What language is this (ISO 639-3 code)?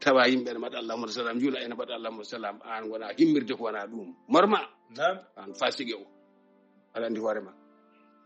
ful